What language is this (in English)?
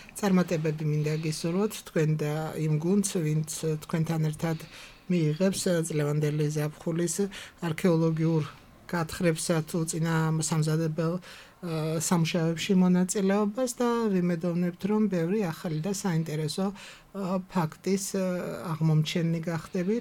Georgian